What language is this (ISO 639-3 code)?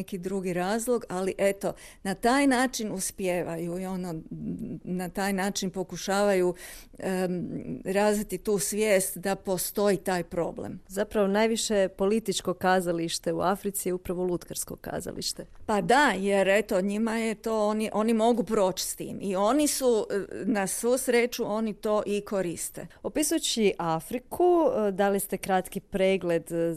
hrv